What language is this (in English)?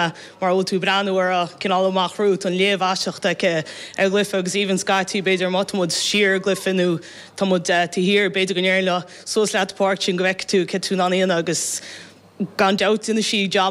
Irish